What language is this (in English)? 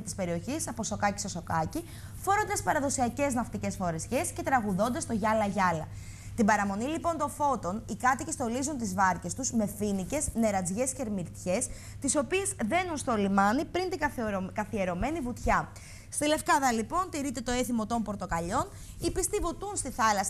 Greek